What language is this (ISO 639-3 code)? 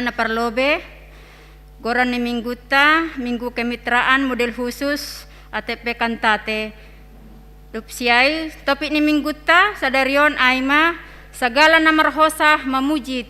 bts